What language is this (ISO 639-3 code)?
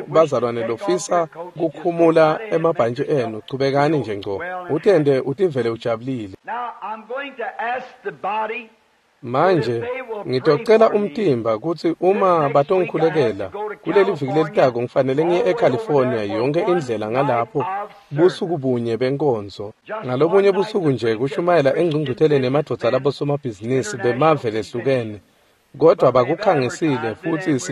ssw